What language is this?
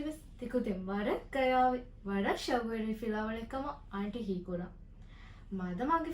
Divehi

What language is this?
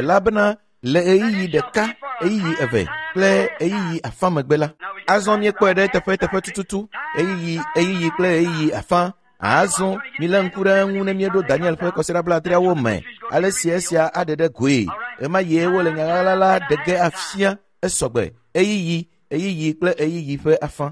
Ewe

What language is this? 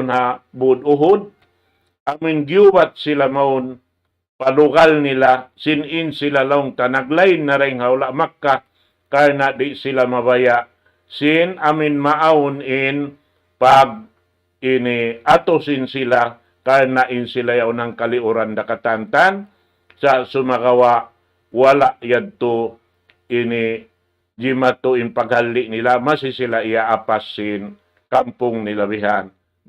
Tausug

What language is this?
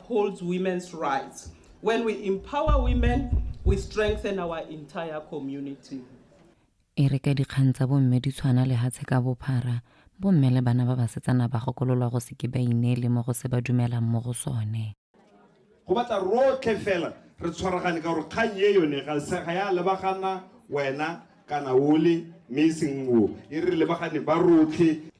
Tswana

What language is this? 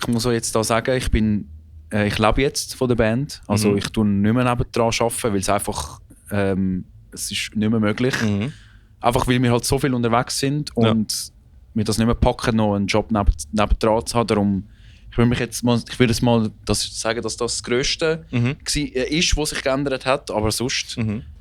Swiss German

